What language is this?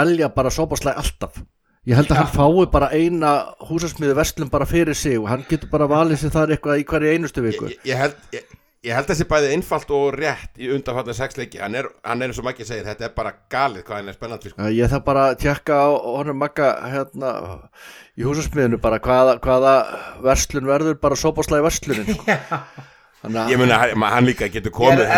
Icelandic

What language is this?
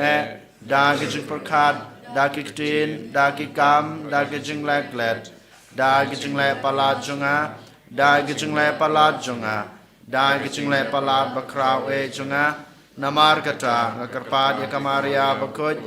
Khasi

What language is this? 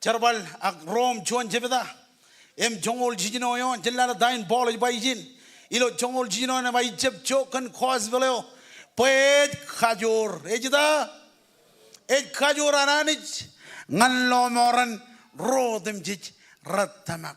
Marshallese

